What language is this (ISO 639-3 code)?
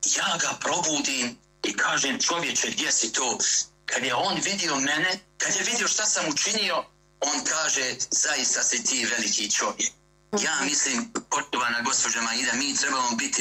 bos